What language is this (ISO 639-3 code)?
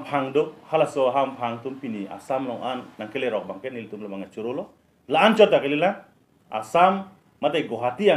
mjw